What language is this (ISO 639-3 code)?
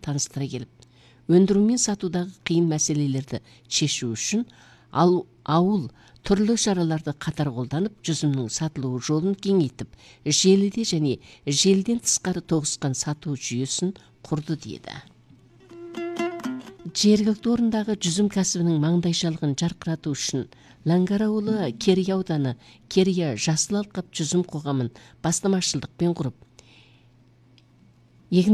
kaz